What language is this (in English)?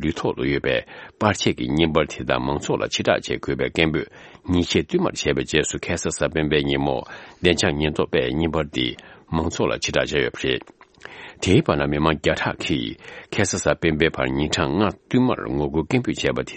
Tibetan